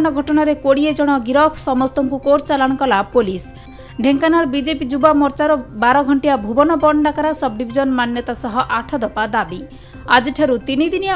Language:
Odia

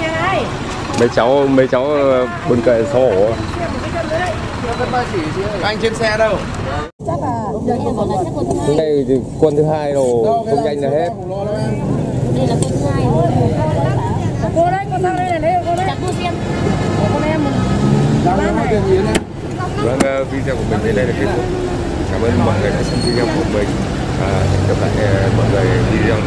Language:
Vietnamese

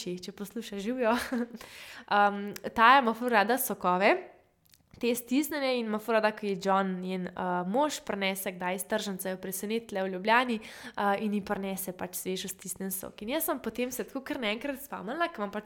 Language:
Slovenian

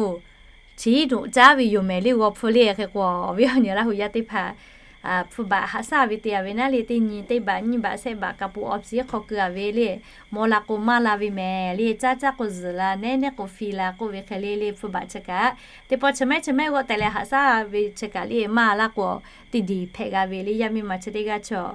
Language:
Lahu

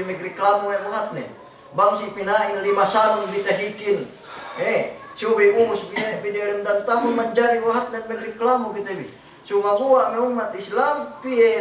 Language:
Yakan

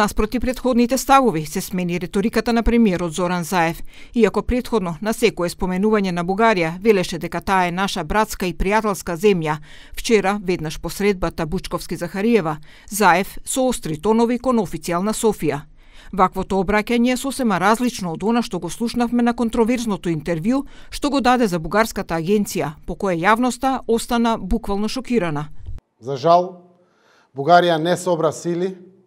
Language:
Macedonian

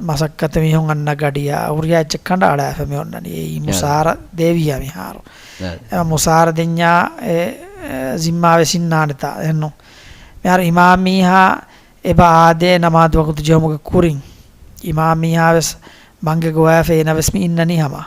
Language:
Divehi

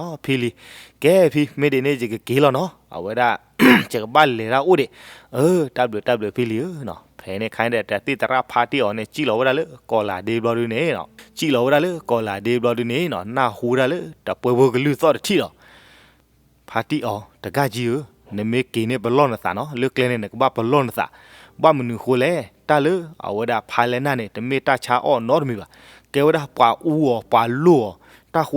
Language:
S'gaw Karen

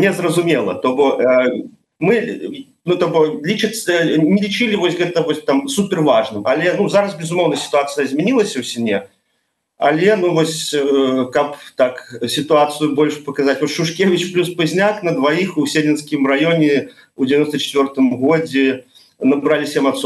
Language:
Belarusian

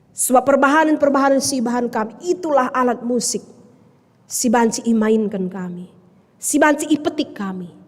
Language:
Batak Karo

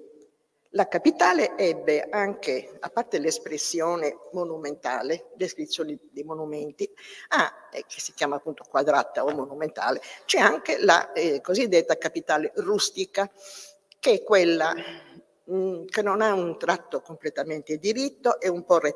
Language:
Italian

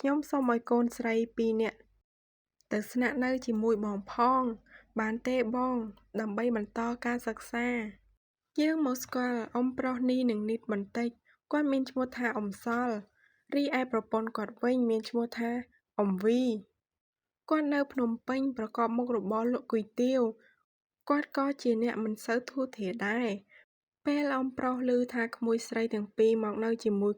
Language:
Khmer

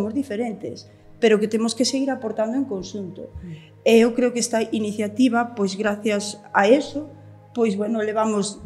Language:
Galician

